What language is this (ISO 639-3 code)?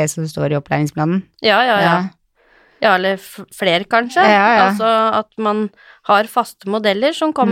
nor